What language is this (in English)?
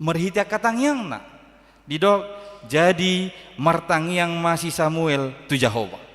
Batak Toba